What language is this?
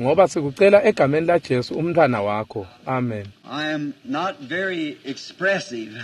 Swati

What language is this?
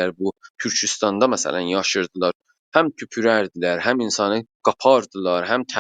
South Azerbaijani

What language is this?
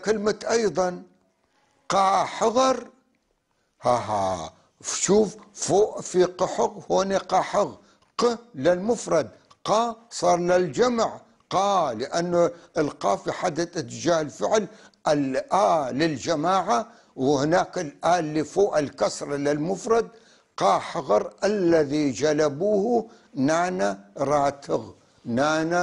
North Levantine Arabic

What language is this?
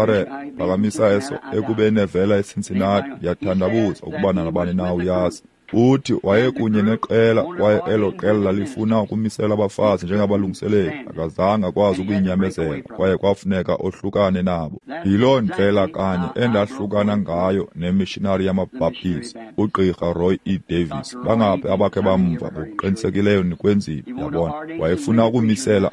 Xhosa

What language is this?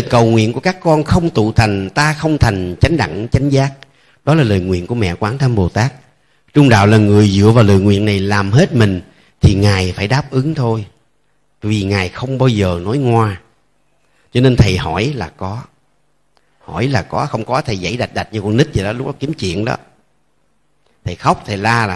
Vietnamese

